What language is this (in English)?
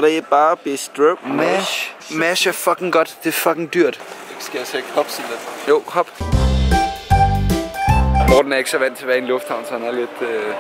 Danish